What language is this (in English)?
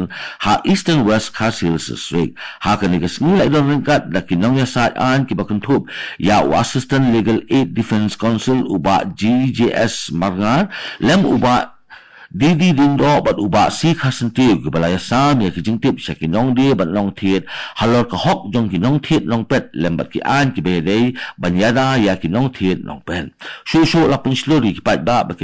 Khasi